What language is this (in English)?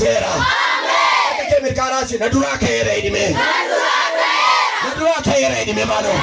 Oromo